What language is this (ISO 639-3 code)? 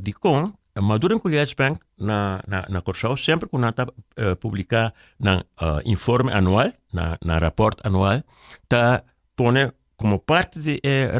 pap